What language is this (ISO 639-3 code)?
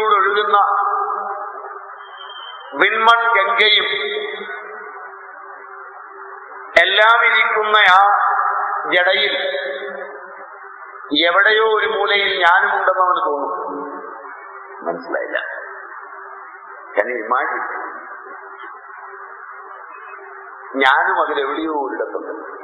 mal